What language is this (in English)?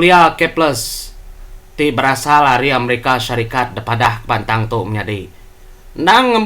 Iban